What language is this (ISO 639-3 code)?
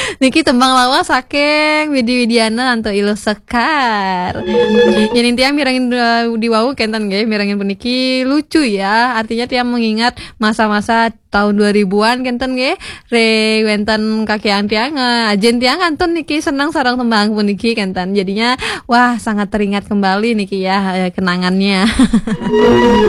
ban